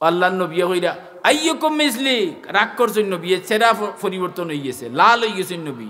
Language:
Sylheti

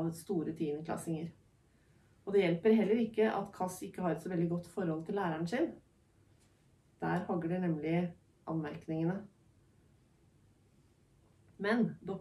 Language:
Norwegian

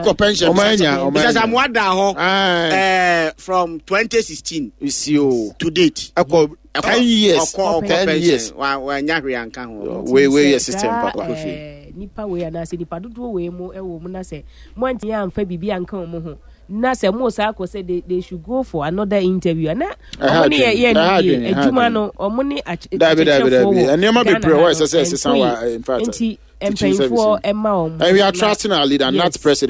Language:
Akan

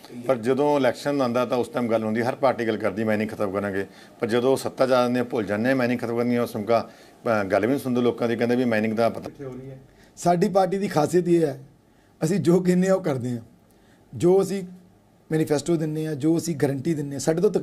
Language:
Punjabi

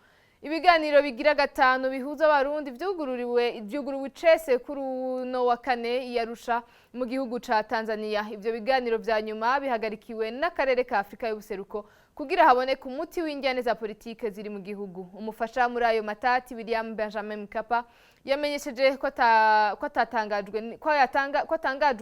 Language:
Rundi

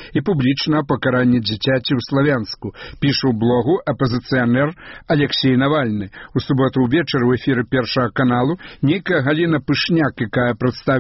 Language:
Belarusian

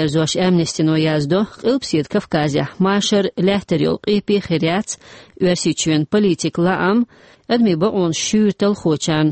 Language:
Chechen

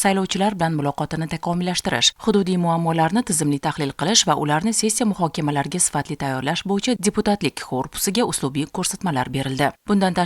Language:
Uzbek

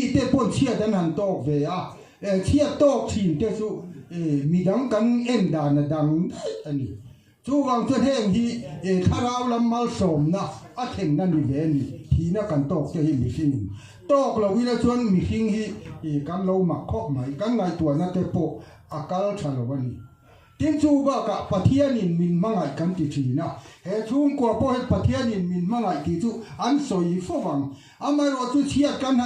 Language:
Mizo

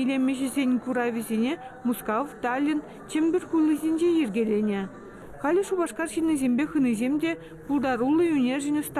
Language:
Chuvash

